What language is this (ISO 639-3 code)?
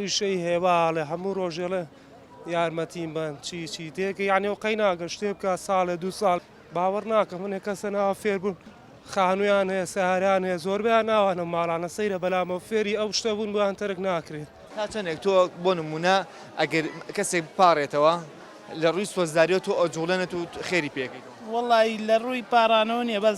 ckb